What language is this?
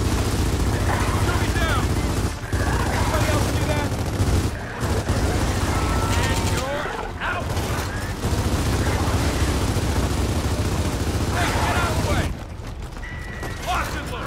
English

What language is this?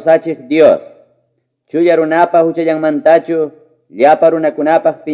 Quechua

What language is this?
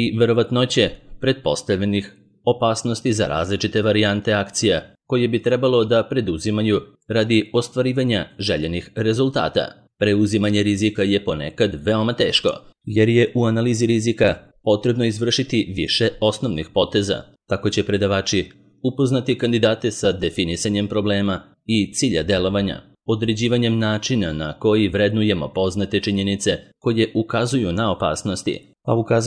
Serbian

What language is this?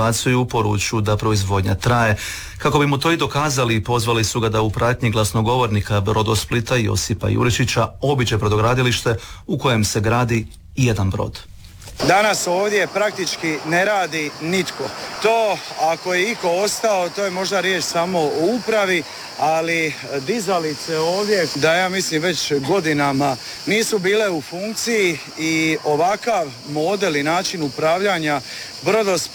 Croatian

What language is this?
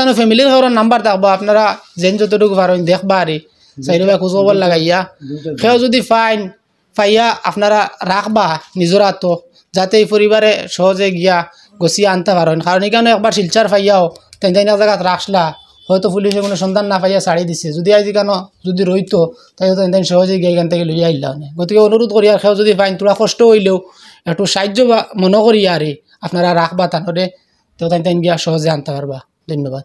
Sylheti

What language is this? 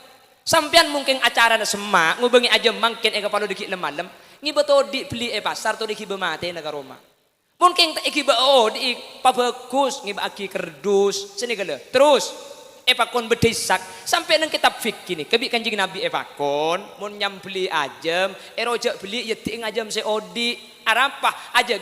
Madurese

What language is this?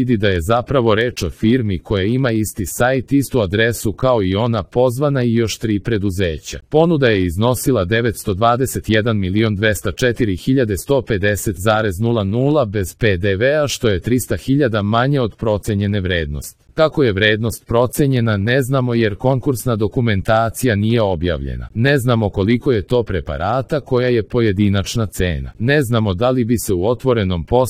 Serbian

